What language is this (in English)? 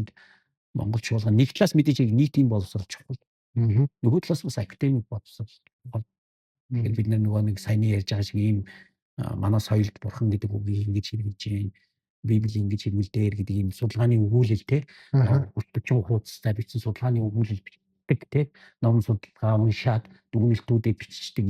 Mongolian